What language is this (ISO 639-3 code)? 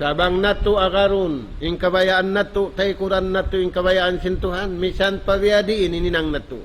tsg